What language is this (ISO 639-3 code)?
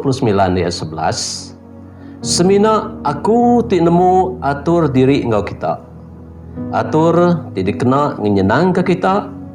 iba